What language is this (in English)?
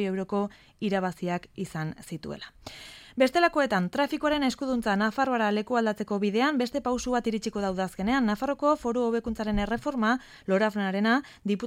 Basque